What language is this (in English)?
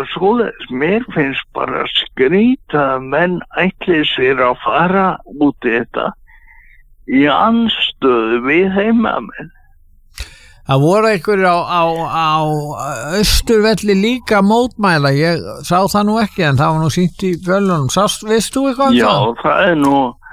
Icelandic